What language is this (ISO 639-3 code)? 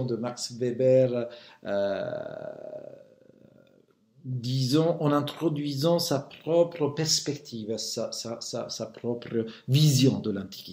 fra